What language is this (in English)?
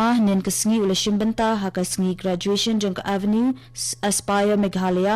Khasi